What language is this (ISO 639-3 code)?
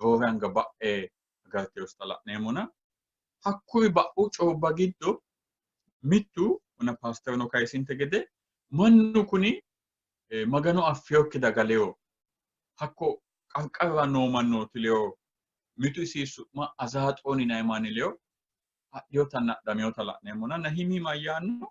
sid